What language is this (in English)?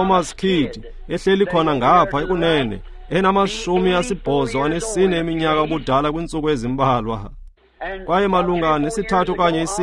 Xhosa